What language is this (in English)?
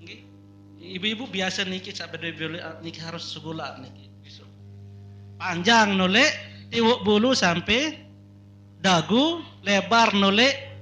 Sasak